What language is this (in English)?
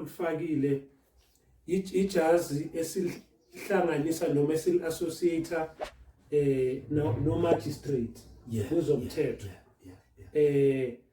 Zulu